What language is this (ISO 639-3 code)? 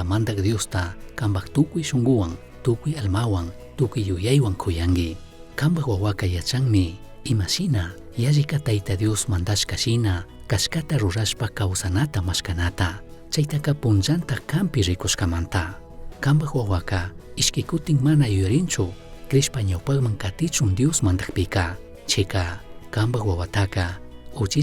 qug